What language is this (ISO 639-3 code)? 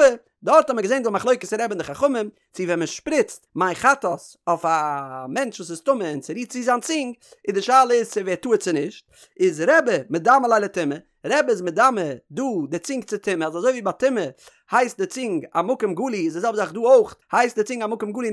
yid